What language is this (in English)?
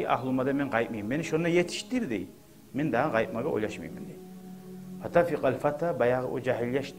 Kumyk